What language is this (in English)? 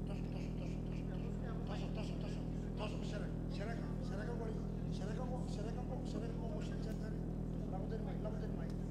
Fijian